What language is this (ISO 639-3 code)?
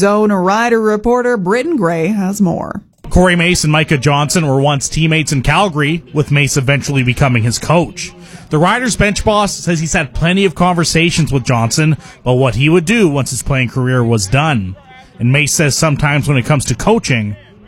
eng